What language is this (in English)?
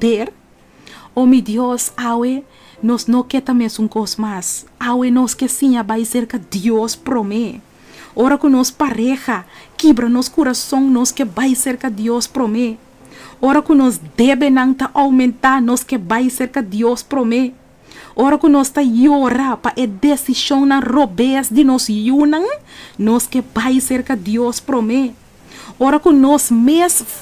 Papiamento